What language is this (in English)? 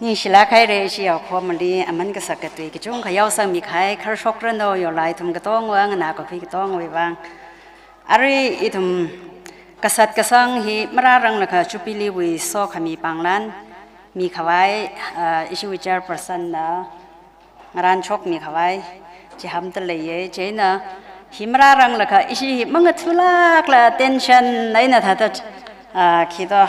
Tangkhul Naga (India)